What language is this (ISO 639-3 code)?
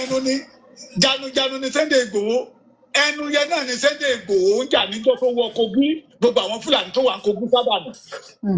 yor